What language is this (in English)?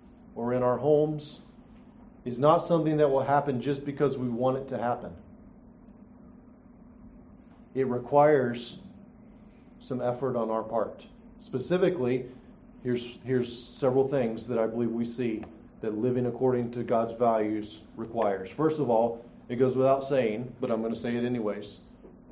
English